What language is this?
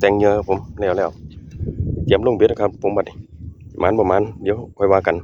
Northeastern Thai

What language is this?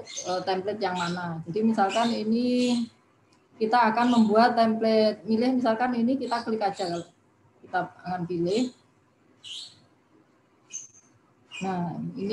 Indonesian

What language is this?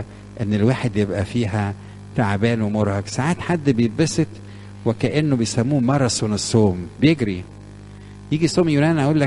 Egyptian Arabic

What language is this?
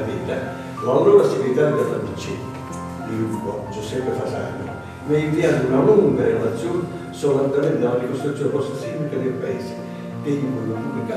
Italian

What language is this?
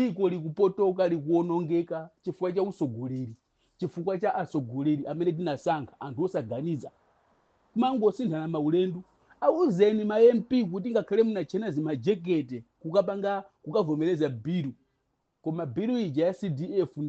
Nyanja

